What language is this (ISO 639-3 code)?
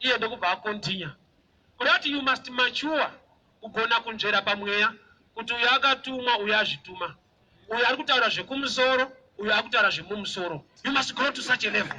sna